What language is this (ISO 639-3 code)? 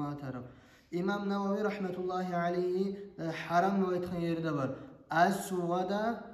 kum